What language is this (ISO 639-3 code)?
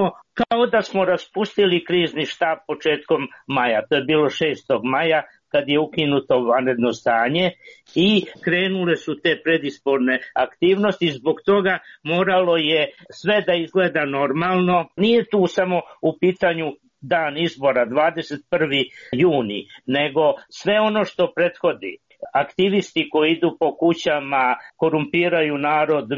srp